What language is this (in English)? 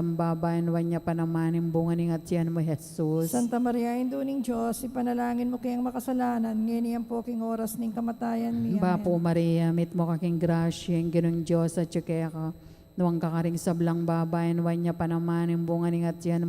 Pampanga